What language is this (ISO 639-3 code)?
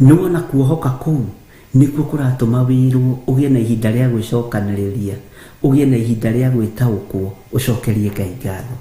kik